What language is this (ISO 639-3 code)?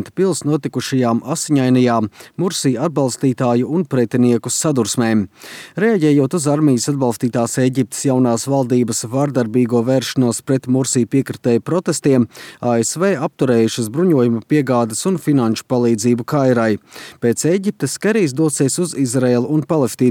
lav